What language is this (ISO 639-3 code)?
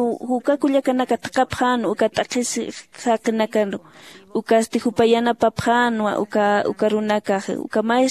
aym